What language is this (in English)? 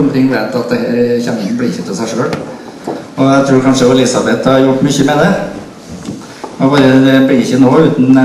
Norwegian